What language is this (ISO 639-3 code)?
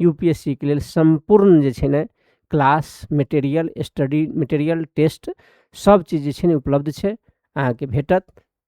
mai